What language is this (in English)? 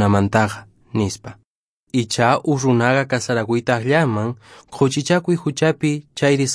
Quechua